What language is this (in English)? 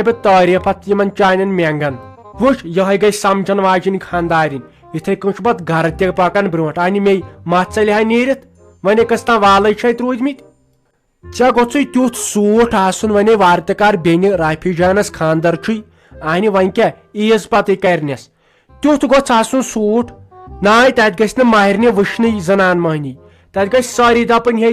Kashmiri